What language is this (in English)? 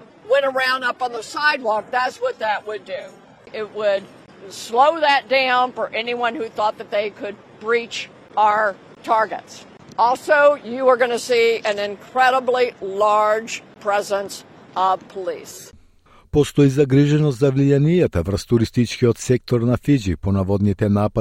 Macedonian